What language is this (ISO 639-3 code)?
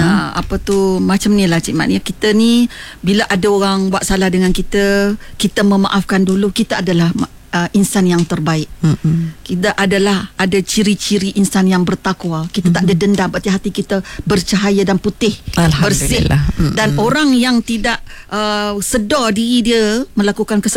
msa